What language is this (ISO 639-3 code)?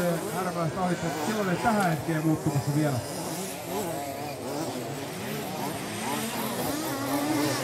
fin